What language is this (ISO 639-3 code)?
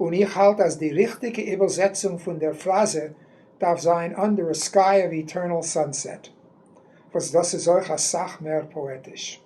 yid